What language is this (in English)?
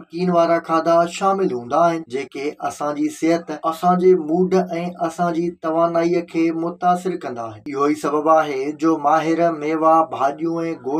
Sindhi